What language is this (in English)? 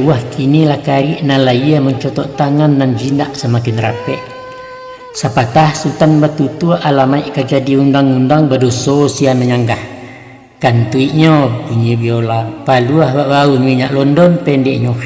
Minangkabau